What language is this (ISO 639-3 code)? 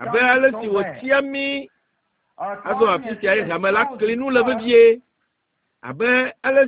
ewe